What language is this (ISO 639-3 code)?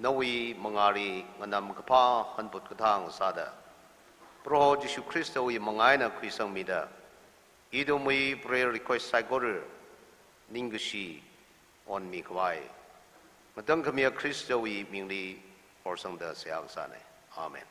nmf